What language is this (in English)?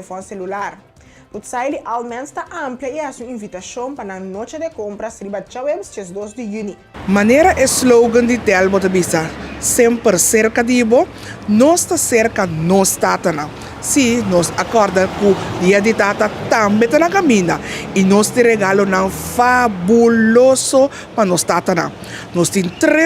Papiamento